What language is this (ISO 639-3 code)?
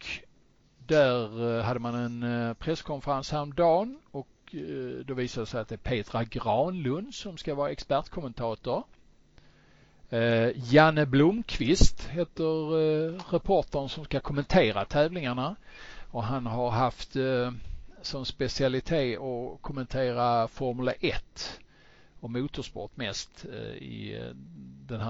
swe